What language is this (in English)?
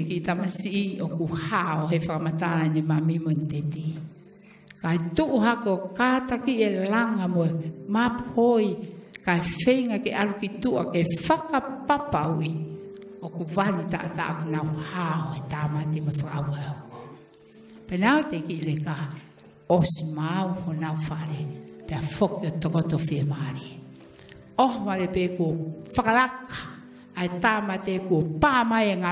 Tongan